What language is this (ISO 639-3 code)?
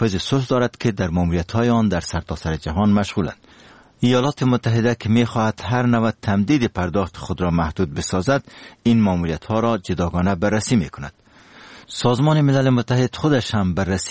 fas